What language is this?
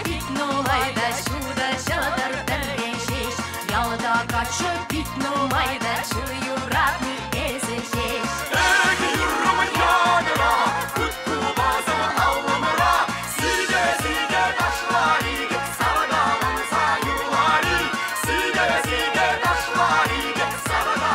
Chuvash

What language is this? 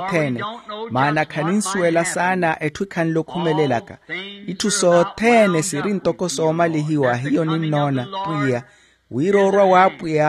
Makhuwa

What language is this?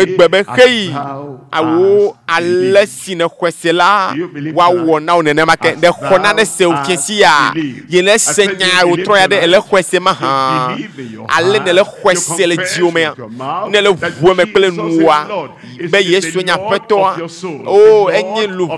Ewe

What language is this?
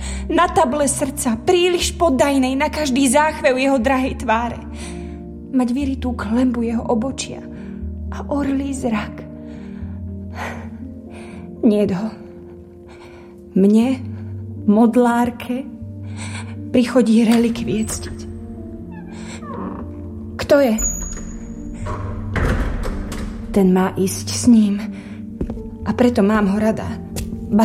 Slovak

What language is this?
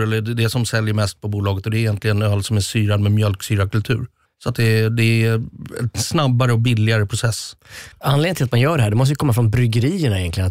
Swedish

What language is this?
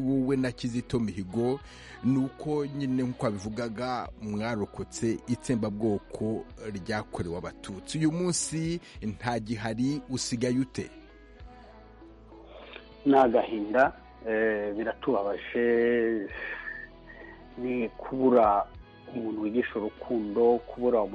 Kinyarwanda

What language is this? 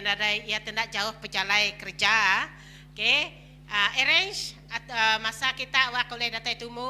Iban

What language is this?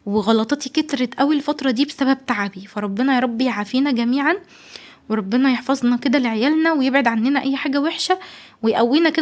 Egyptian Arabic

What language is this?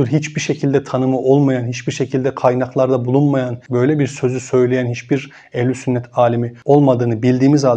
Turkish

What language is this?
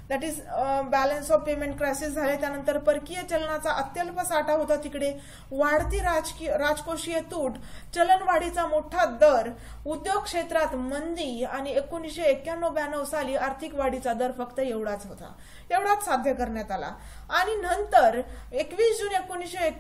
Marathi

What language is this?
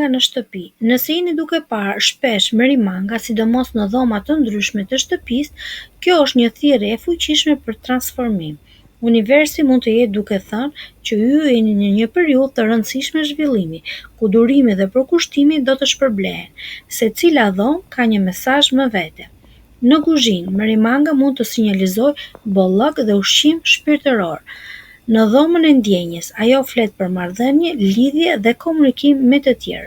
Albanian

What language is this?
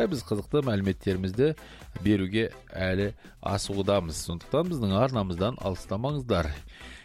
Kazakh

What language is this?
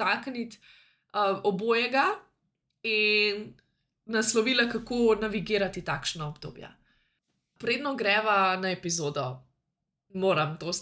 Slovenian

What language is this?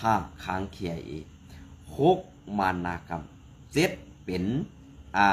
Shan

